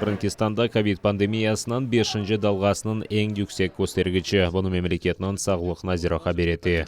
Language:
Crimean Tatar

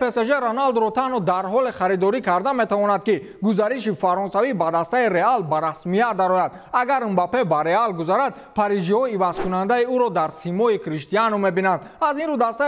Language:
Tajik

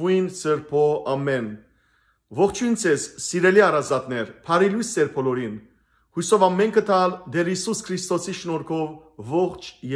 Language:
Western Armenian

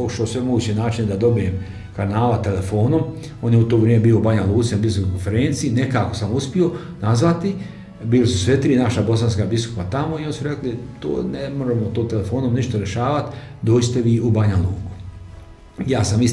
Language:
Croatian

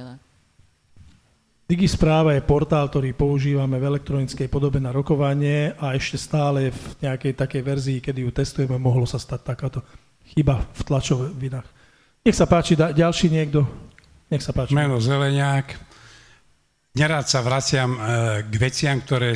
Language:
Slovak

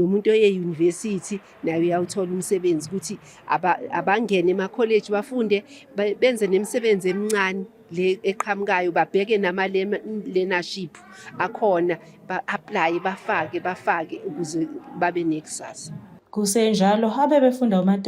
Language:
Zulu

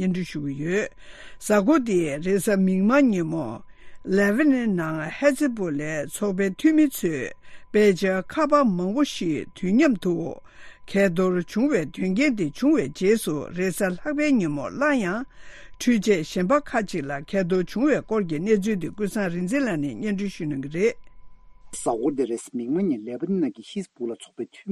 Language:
Tibetan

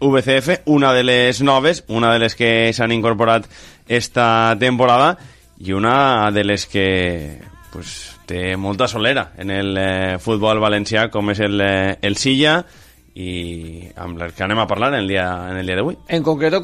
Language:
Catalan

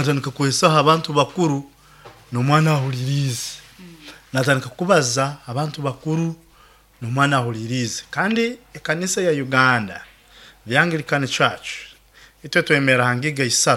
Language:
Nyoro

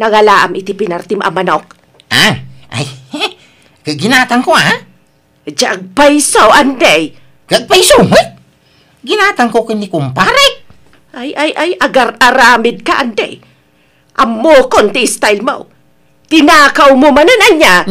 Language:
Iloko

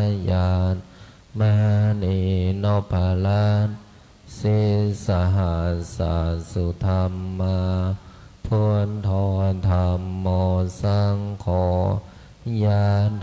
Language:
Pali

